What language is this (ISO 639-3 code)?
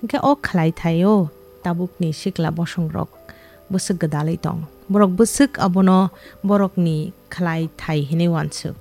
trp